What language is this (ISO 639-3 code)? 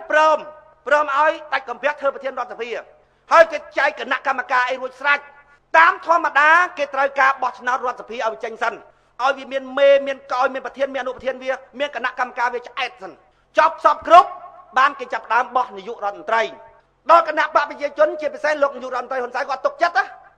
khm